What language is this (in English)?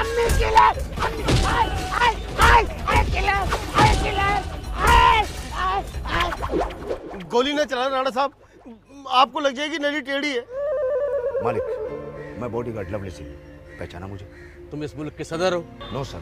Hindi